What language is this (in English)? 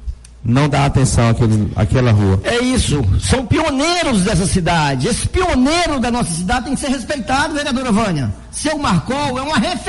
Portuguese